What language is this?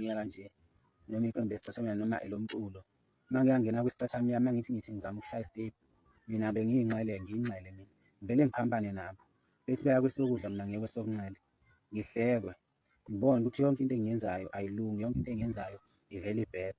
Zulu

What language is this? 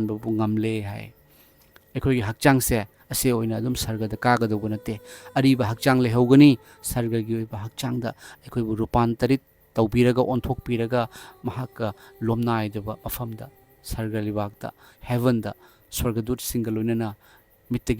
Manipuri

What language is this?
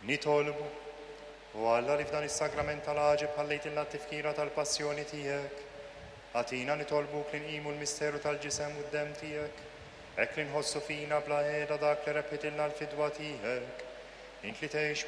Maltese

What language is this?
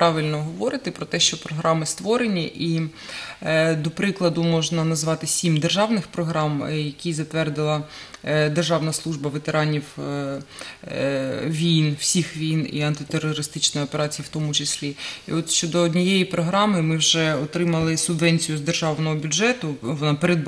Ukrainian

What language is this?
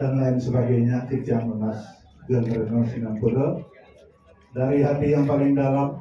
Balinese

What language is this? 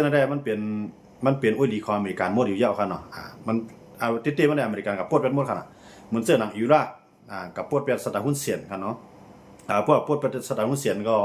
Shan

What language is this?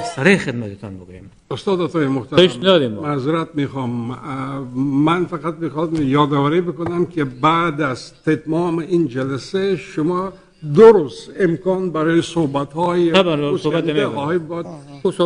Persian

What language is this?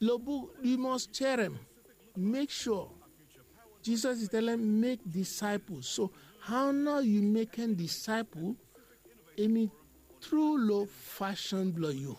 Bislama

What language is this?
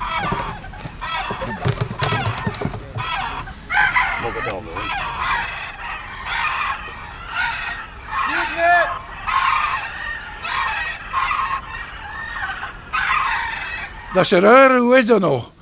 Dutch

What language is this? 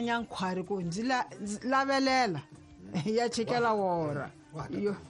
Tsonga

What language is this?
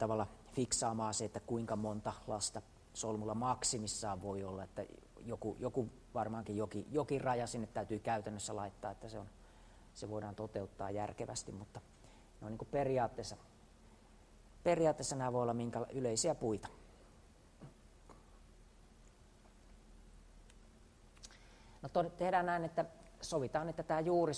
Finnish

